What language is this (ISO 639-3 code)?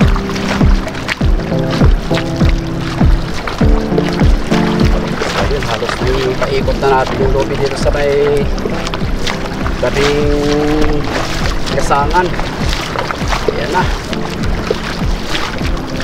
fil